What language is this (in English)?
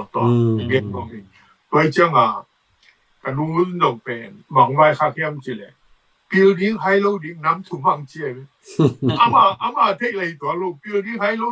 Tedim Chin